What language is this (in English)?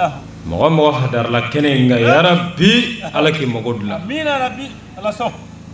Bambara